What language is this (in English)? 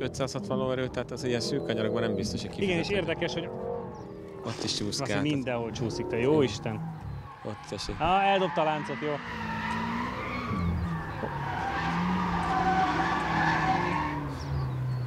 Hungarian